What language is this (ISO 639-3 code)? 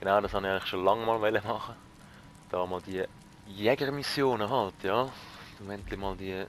gsw